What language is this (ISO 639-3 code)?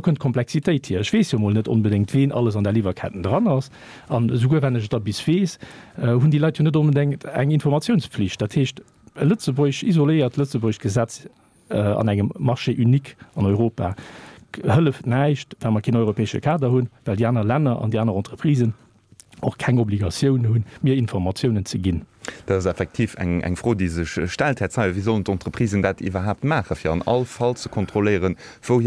ltz